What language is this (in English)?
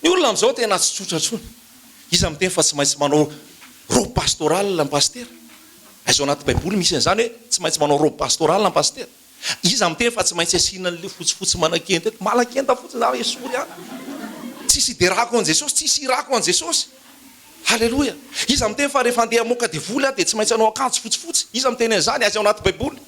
Malagasy